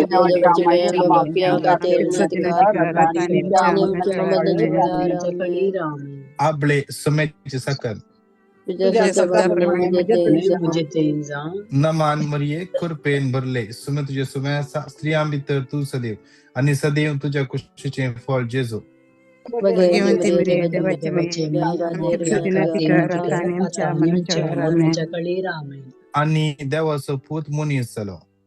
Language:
Konkani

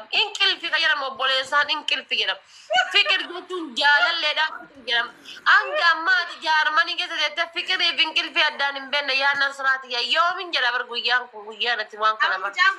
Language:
Oromo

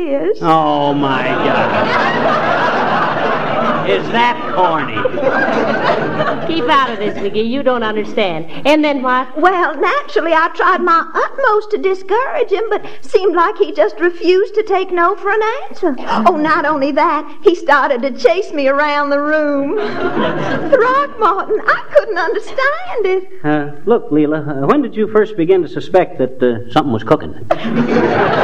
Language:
English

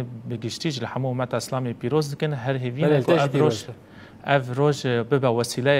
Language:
Kurdish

